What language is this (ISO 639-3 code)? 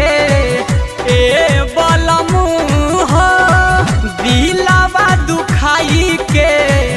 bho